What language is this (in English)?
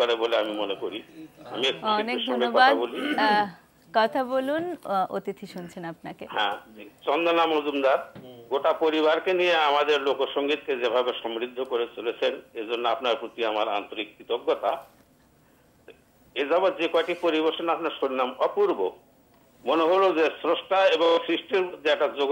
Bangla